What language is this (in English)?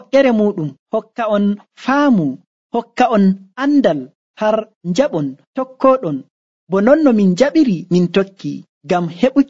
Nigerian Fulfulde